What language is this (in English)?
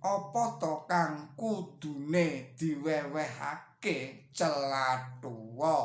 Javanese